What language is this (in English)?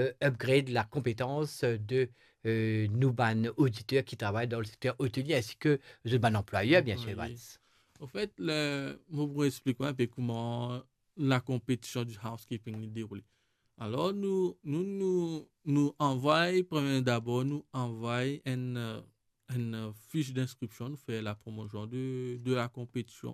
Morisyen